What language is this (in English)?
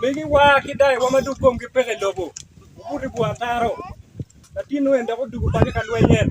Acoli